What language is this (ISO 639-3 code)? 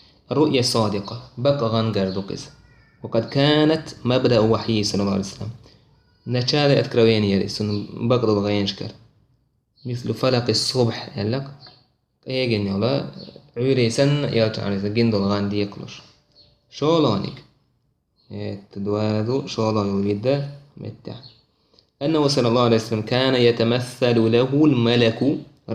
che